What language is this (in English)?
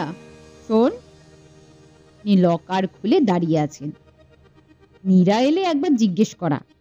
Bangla